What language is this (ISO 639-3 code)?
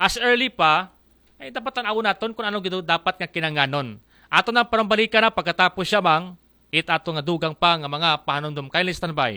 akl